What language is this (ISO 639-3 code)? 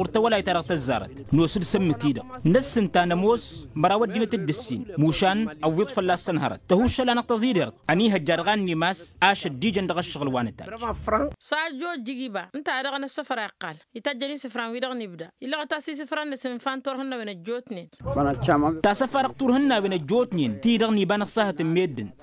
taq